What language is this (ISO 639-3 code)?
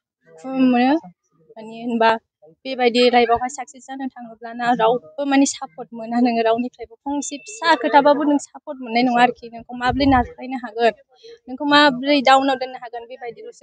brx